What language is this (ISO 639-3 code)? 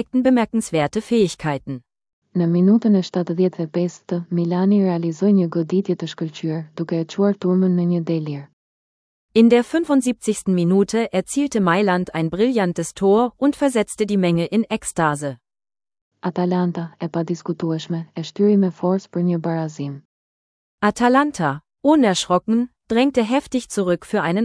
sqi